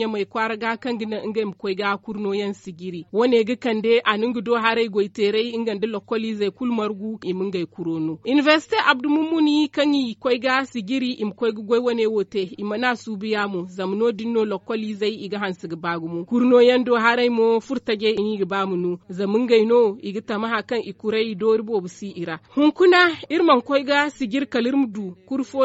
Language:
Zarma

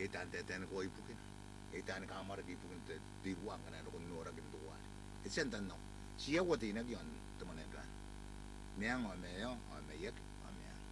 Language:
Gilbertese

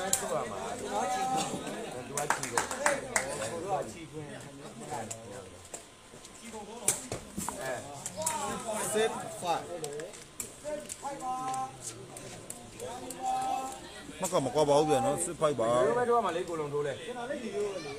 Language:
Burmese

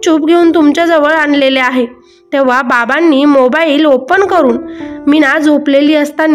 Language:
Marathi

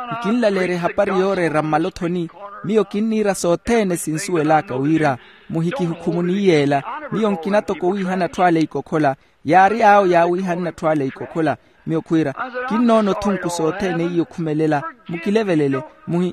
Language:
Makhuwa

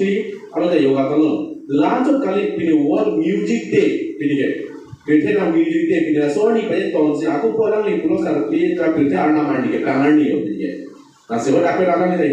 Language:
Karbi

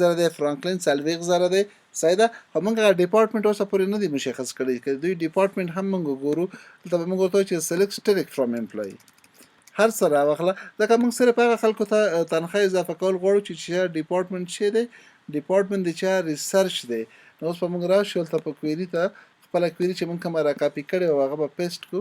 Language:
Pashto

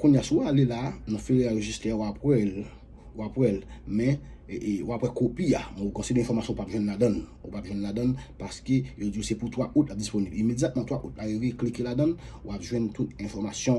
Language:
Haitian Creole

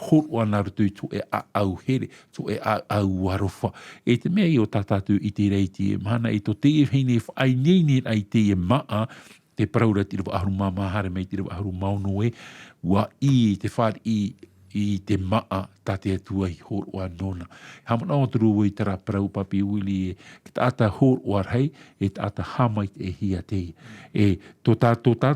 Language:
Tahitian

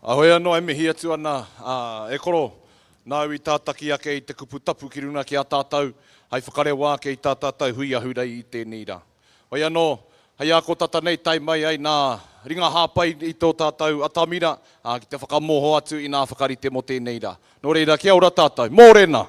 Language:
Māori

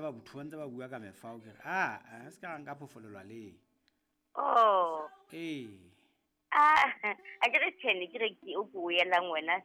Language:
Southern Sotho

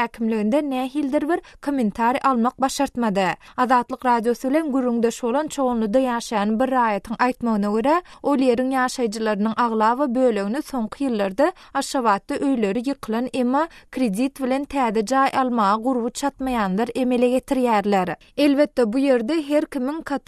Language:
Turkmen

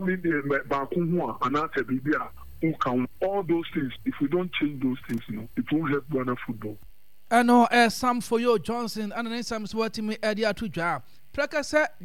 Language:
Akan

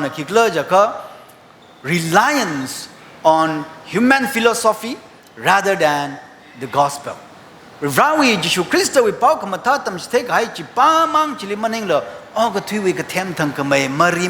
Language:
Tangkhul Naga (India)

